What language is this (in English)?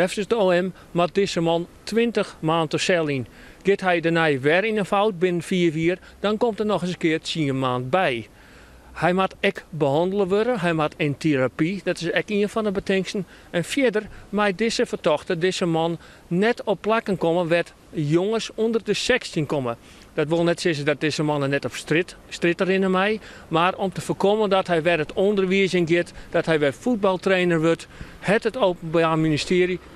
Western Frisian